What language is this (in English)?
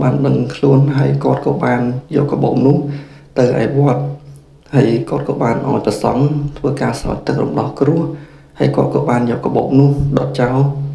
Khmer